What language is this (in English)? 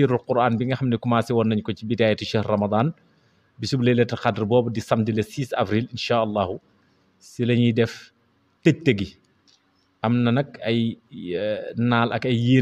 Wolof